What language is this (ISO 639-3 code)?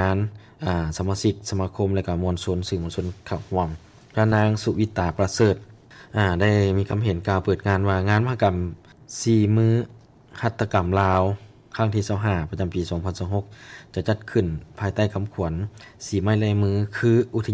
lao